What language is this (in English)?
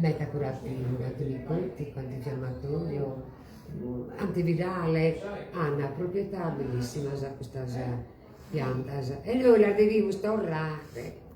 Sardinian